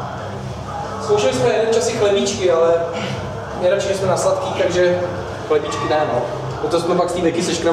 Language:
Czech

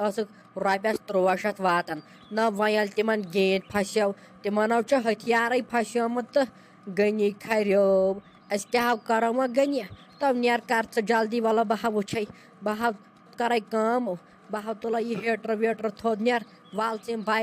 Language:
Kashmiri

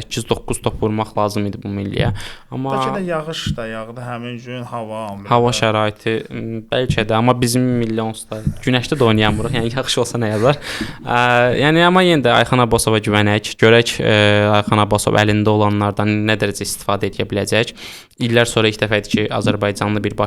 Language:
Azerbaijani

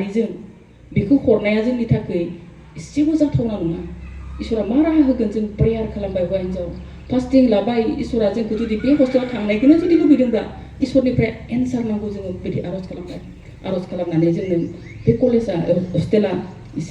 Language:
Bodo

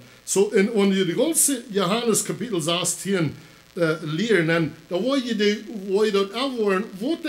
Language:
Plautdietsch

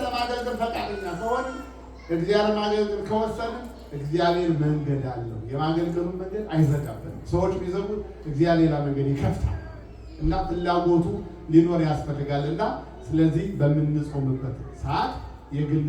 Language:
Amharic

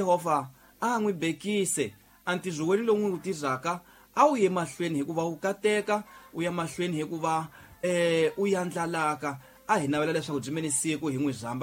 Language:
Tsonga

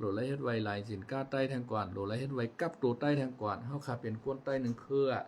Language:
Shan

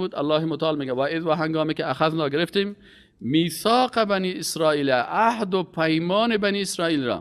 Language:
Persian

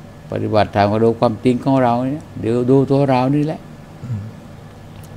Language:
Thai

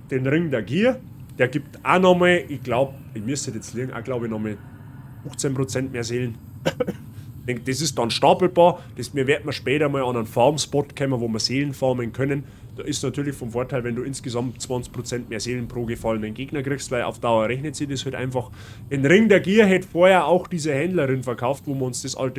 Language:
Bavarian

